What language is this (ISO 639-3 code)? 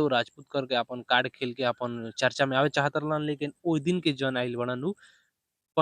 bho